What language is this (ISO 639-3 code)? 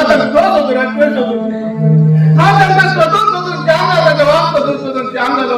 kok